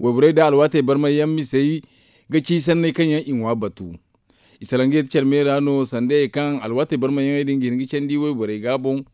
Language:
Zarma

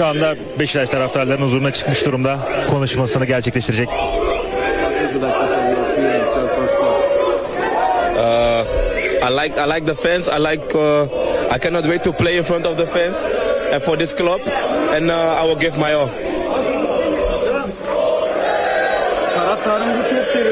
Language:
Turkish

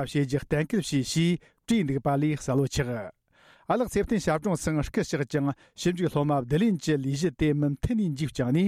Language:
Tibetan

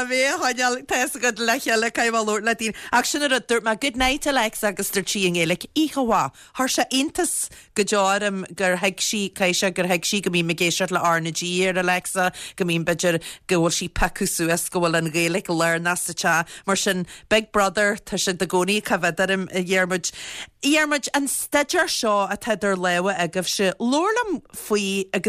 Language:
Irish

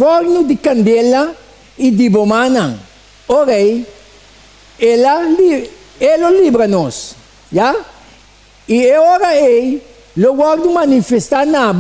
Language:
Papiamento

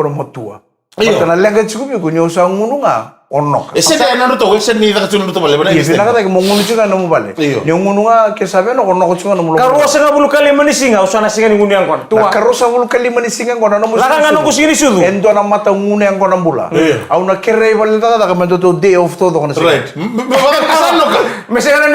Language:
Fijian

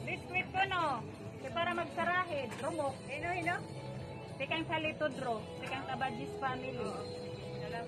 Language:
Waray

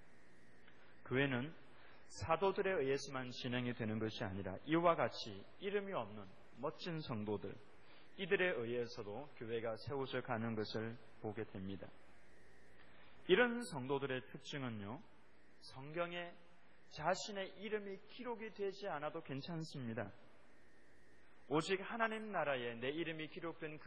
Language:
Korean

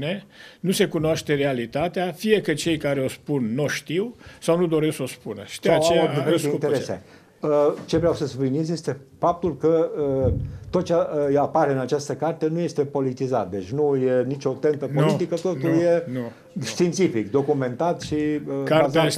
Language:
Romanian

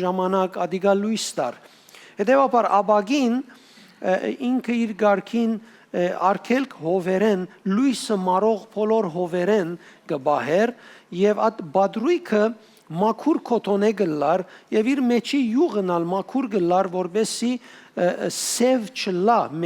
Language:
Western Armenian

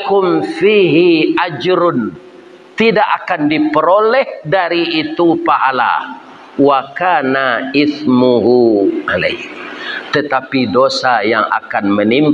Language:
Minangkabau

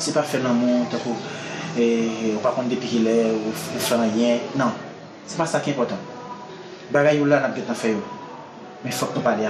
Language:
Haitian Creole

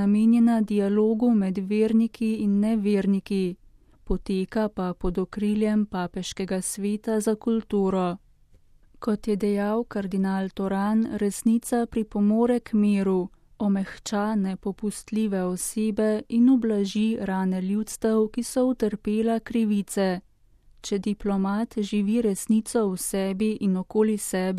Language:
Slovenian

